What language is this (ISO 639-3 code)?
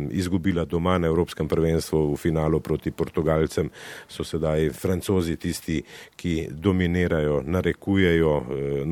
slv